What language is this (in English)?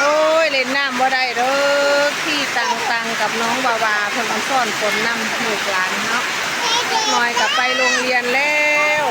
Northeastern Thai